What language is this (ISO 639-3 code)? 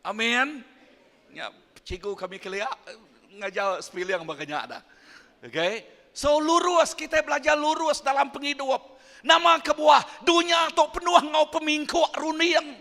iba